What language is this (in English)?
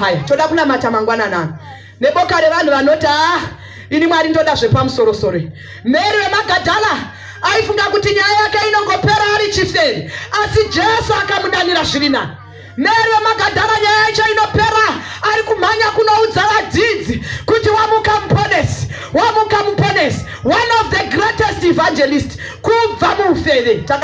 Shona